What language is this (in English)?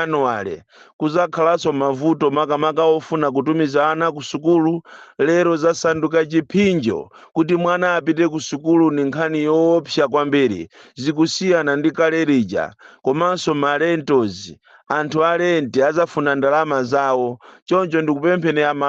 Nyanja